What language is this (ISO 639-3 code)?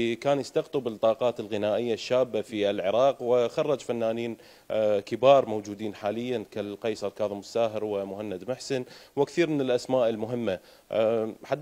acm